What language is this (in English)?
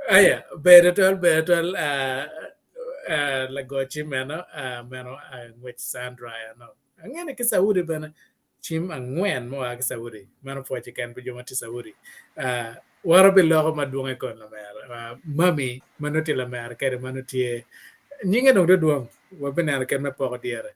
Acoli